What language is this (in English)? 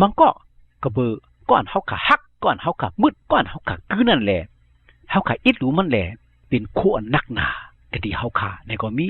Shan